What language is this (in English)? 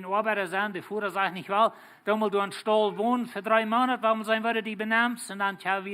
Plautdietsch